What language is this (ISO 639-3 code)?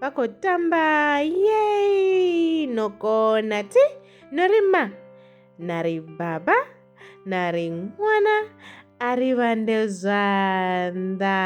ven